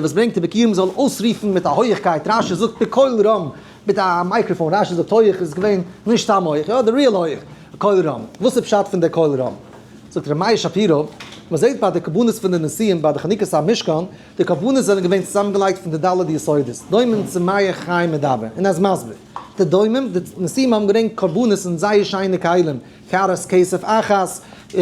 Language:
Yiddish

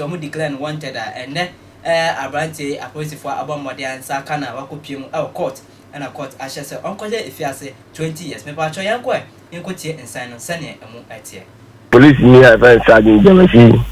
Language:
Akan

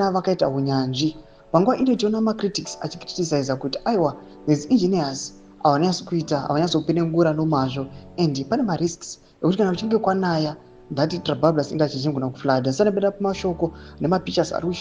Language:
Shona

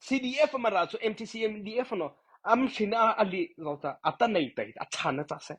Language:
Mara Chin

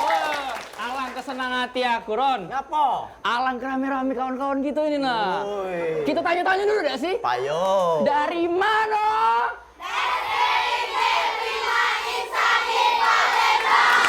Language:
Musi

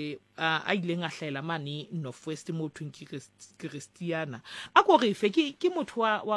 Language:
Southern Sotho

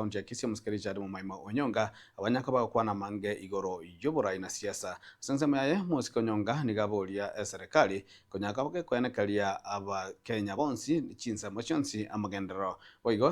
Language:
Gusii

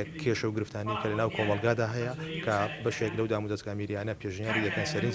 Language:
Central Kurdish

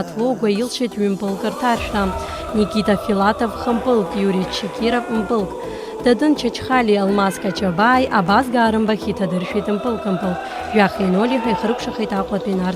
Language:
Abkhazian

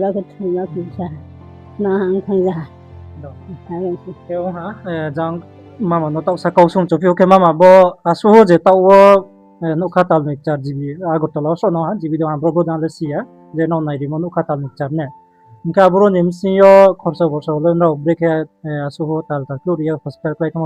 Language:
Riang (India)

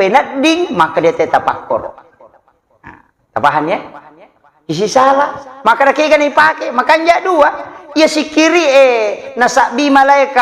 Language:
Buginese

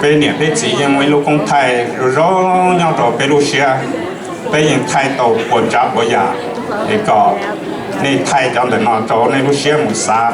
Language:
Hmong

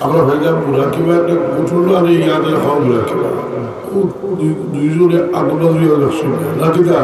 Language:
Sylheti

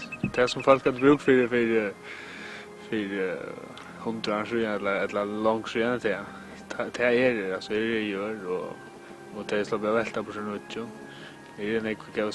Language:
Faroese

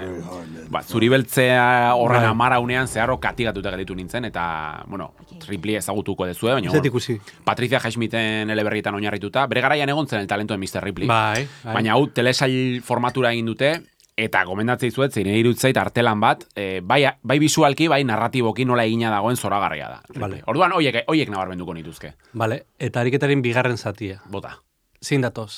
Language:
Basque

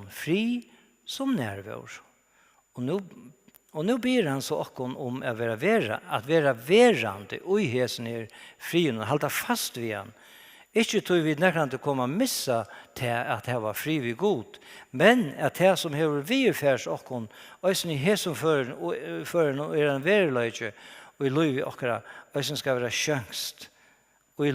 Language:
Faroese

